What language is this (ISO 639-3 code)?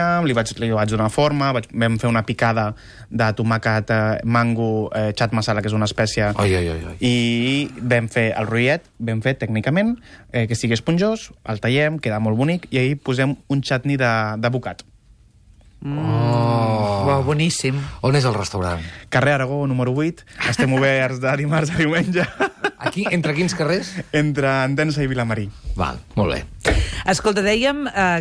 cat